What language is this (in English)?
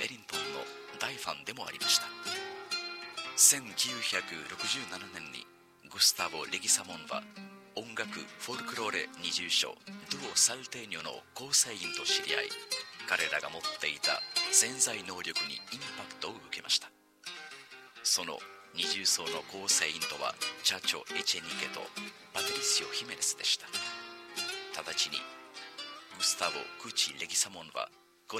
Japanese